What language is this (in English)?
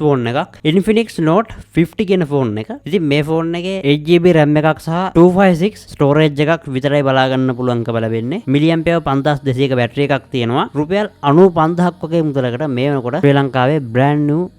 Sinhala